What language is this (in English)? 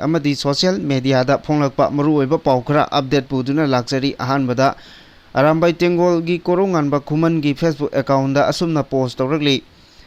Manipuri